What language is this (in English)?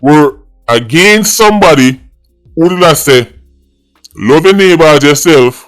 Jamaican Creole English